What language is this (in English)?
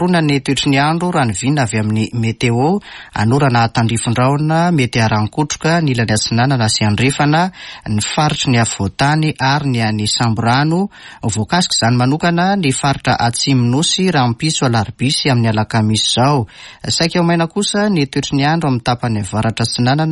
Malagasy